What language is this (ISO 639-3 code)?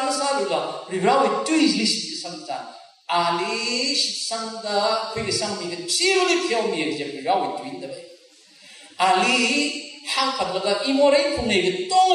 nmf